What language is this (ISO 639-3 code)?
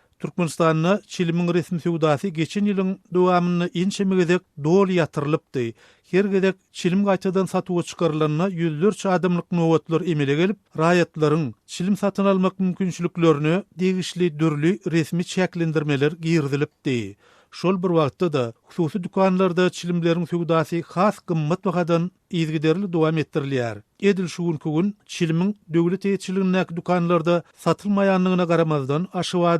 tuk